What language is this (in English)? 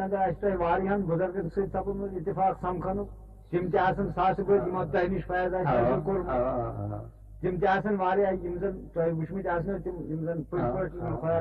Kashmiri